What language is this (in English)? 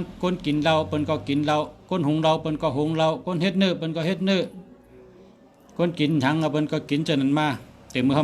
Shan